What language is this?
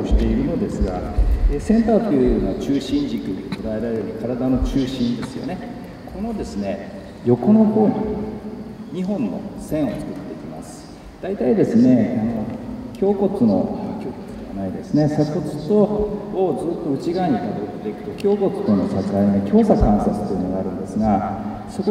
Japanese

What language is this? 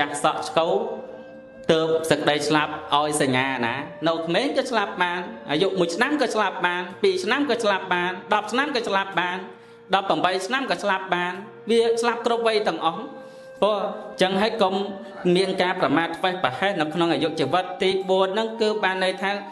Khmer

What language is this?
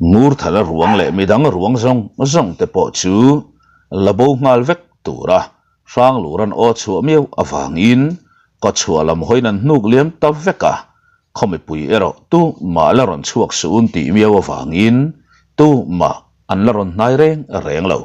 Mizo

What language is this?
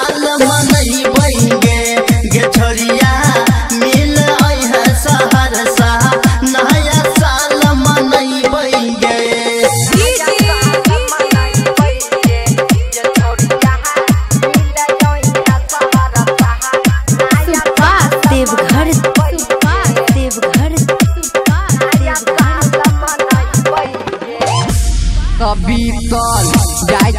Bhojpuri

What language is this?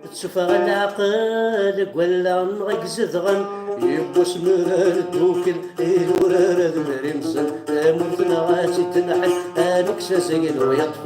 Kabyle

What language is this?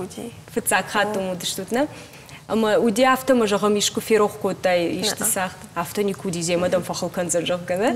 Ossetic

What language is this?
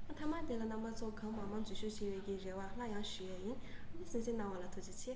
Tibetan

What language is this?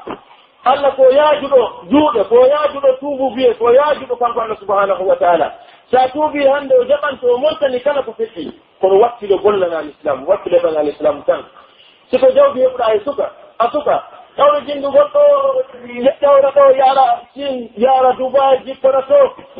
Pular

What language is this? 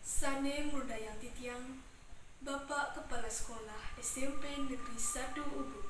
Balinese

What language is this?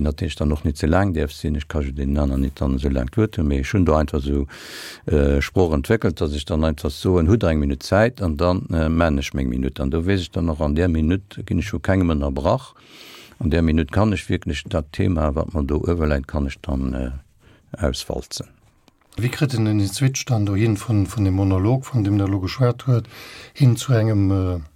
Luxembourgish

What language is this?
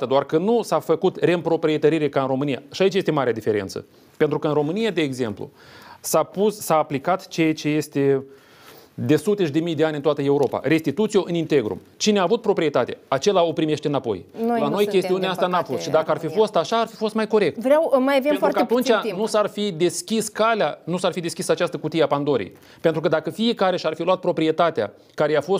Romanian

